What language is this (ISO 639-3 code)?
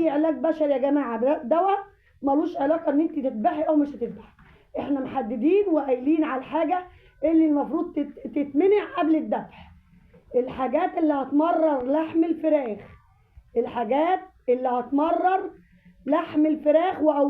arz